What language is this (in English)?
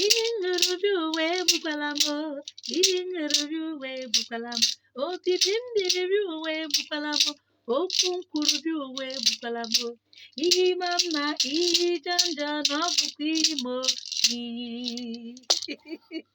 Igbo